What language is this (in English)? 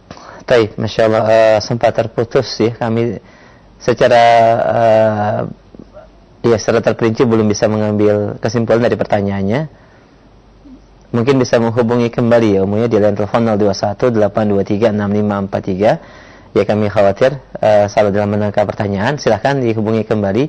Indonesian